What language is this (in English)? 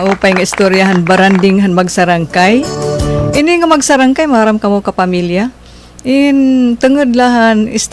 Waray